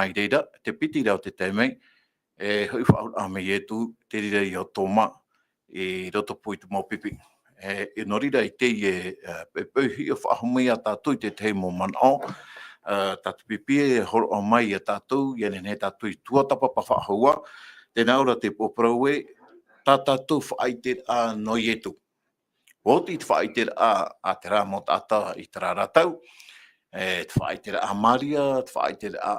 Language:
Tahitian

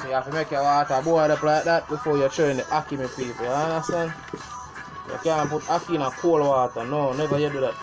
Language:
Jamaican Creole English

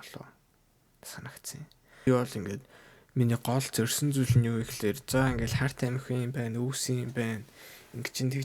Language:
Mongolian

